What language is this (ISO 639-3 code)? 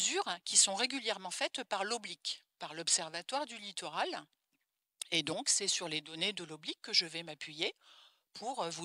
fra